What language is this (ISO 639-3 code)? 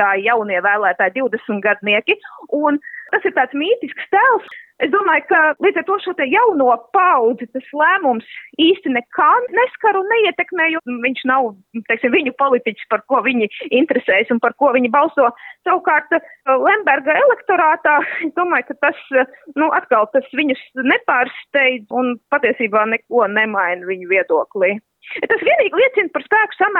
lav